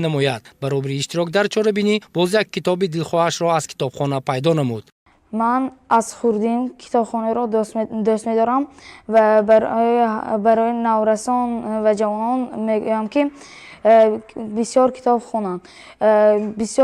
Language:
Tajik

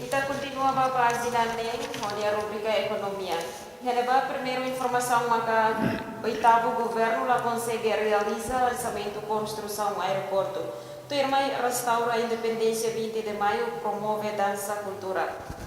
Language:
Tetum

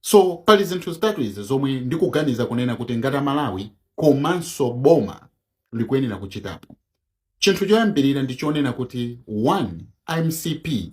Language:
Nyanja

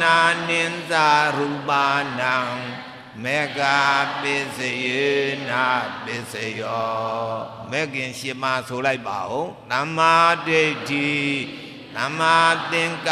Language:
Burmese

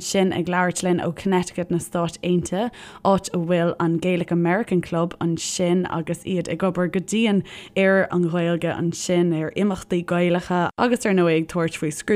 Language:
Irish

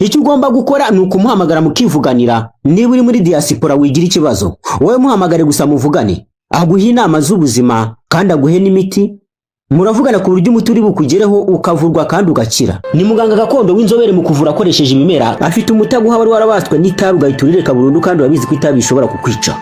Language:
Kinyarwanda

